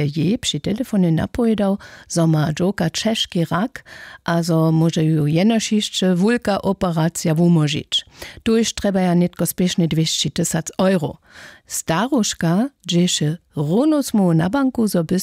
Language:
Upper Sorbian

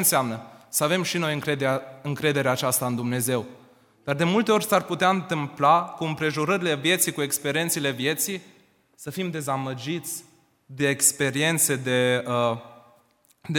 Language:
Romanian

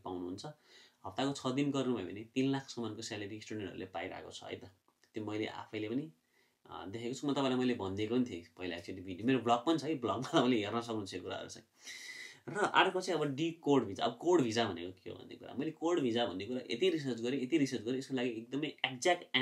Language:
Nepali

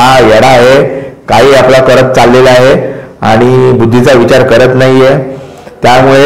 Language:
Marathi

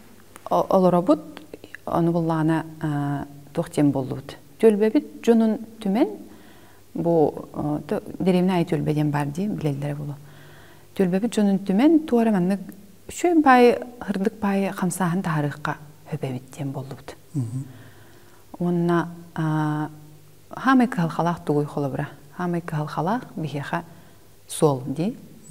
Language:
Yakut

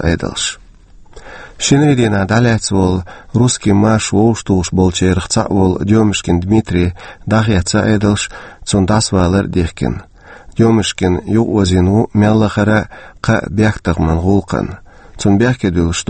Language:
Chechen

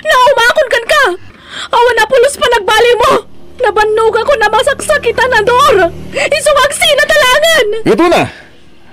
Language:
Iloko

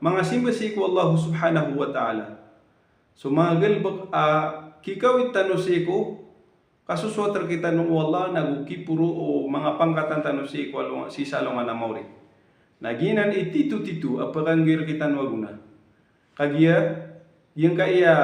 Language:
Maranao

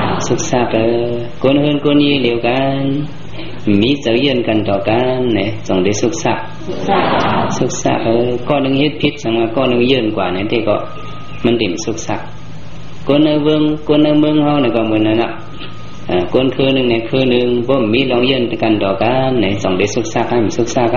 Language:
Shan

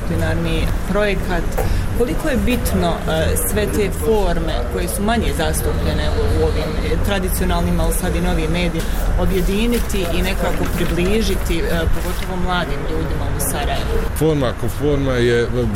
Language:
Bosnian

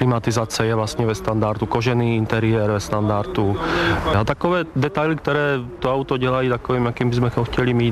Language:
Czech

